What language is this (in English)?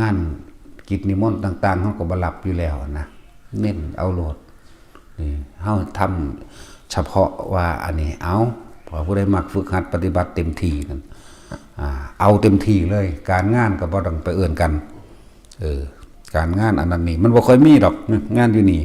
Northeastern Thai